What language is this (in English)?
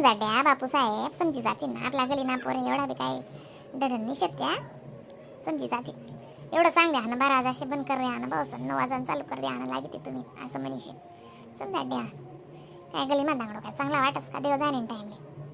Khandesi